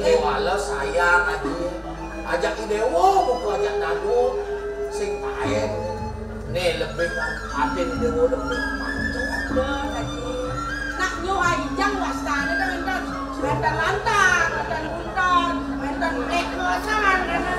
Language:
Balinese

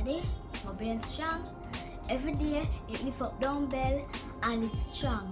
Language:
Jamaican Creole English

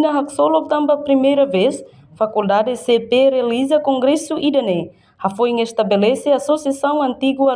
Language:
Tetum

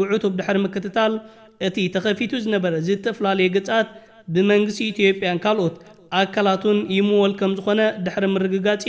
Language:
Tigrinya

